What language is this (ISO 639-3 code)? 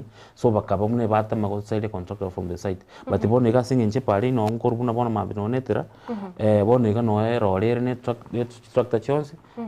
guz